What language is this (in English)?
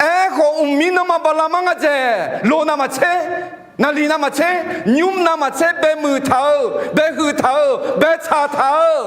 Akha